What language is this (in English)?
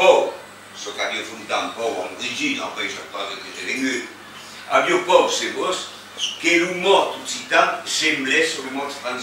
Occitan